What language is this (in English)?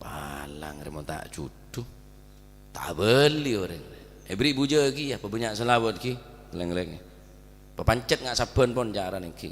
Madurese